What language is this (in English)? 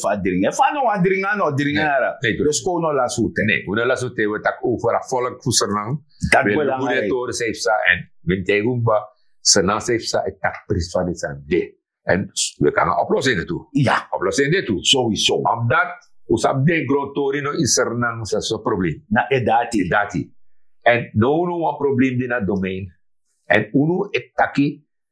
Sranan Tongo